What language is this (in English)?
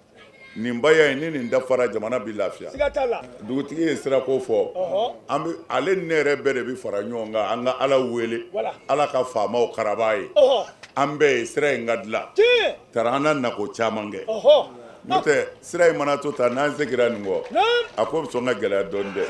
Bambara